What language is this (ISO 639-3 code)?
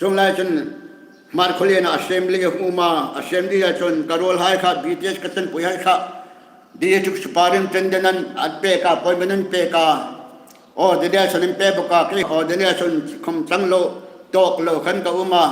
hmr